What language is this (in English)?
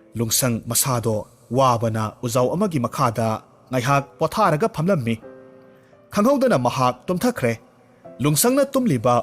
Manipuri